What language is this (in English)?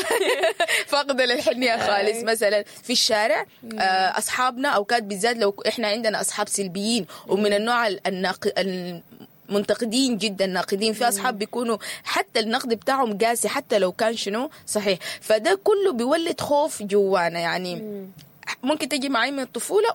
Sudanese Arabic